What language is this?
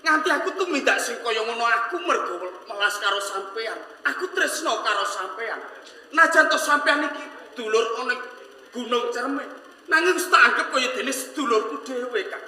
Javanese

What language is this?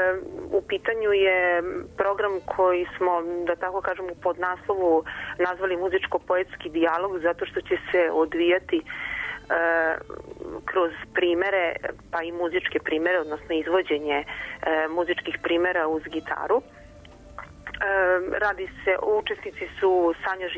Serbian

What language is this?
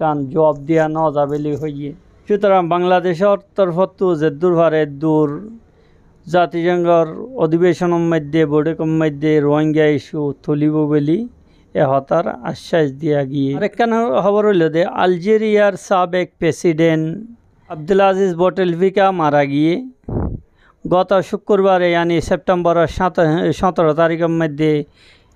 Rohingya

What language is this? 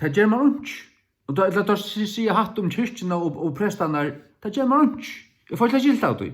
Faroese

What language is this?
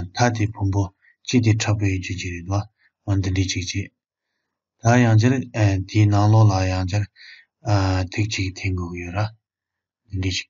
Tibetan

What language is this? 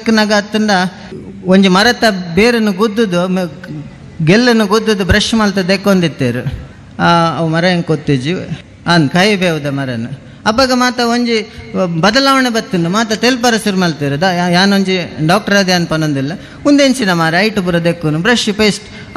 Tulu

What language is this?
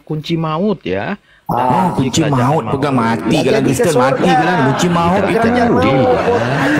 Indonesian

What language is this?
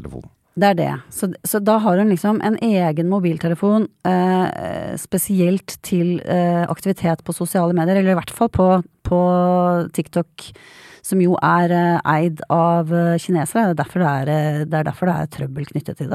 Norwegian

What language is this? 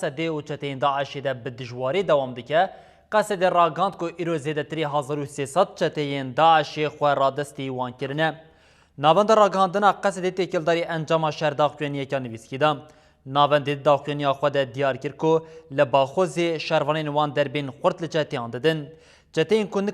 Kurdish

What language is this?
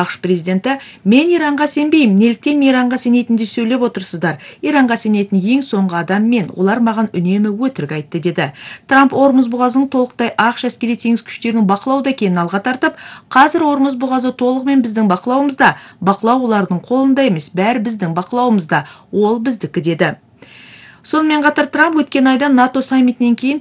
Kazakh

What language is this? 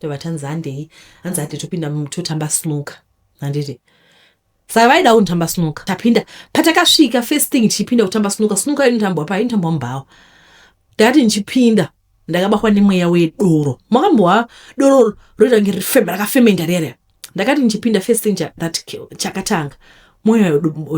Shona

